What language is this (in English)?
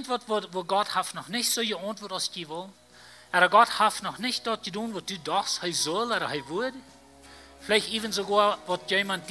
Plautdietsch